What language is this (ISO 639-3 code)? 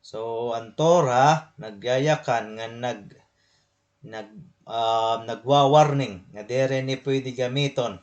war